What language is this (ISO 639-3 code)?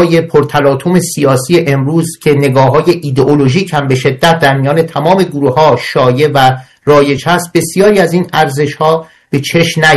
fas